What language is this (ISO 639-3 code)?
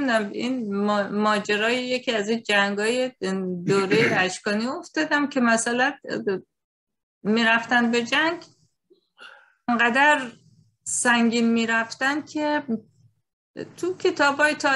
fas